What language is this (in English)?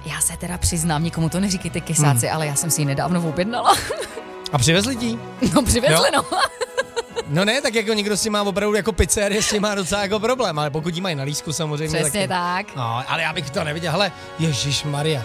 Czech